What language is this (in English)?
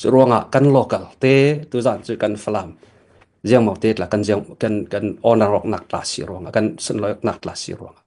Falam Chin